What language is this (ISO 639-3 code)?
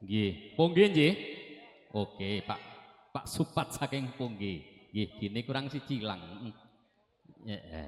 jav